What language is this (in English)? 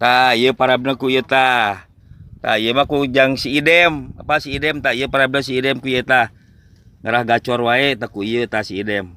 Sundanese